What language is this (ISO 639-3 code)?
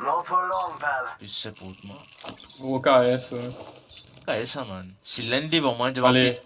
mfe